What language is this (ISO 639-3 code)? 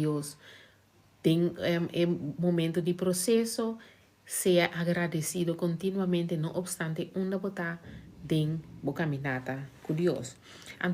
pap